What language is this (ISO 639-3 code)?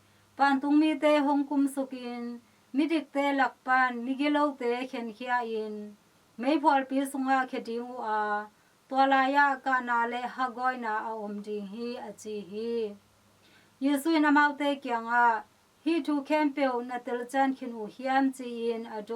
ctd